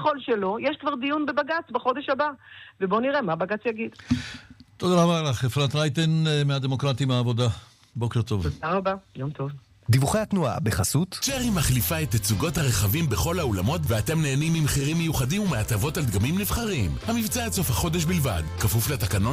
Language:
Hebrew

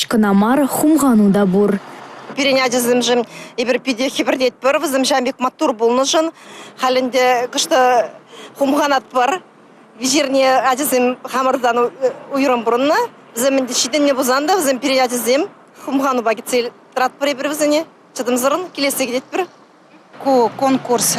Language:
Chuvash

